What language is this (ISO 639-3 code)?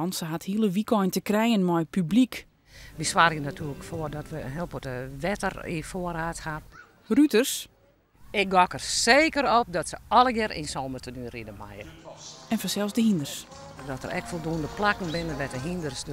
fry